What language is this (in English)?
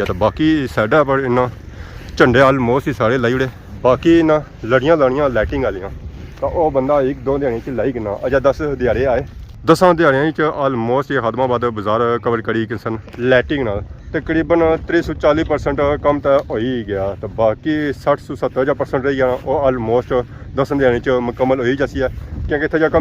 Pahari-Potwari